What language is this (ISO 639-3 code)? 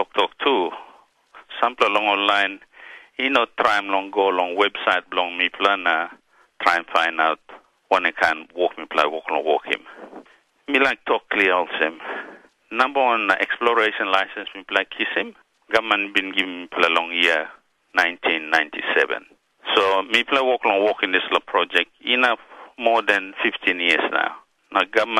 tpi